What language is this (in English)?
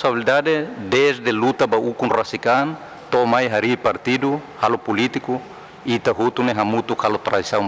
Tetum